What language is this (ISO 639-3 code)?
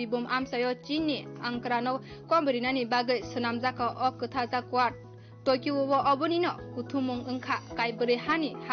trp